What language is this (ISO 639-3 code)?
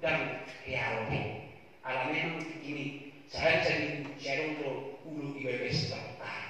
bbc